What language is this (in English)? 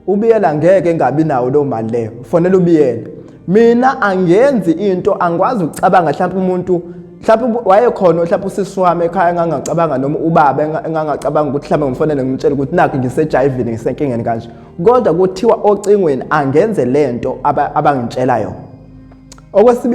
Zulu